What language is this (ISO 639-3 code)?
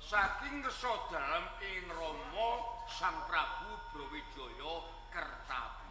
jav